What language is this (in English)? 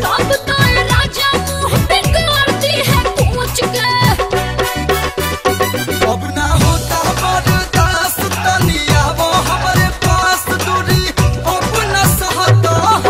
Bhojpuri